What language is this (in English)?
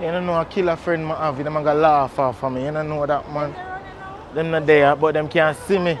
Jamaican Creole English